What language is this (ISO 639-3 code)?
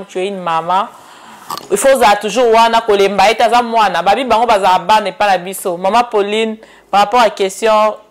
lin